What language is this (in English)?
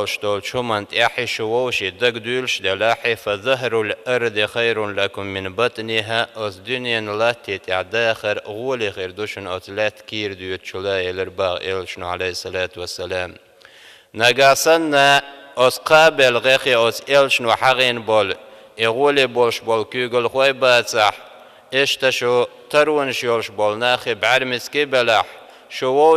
Chechen